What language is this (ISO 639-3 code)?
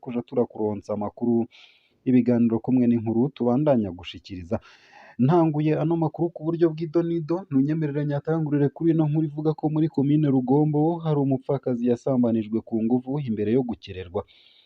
run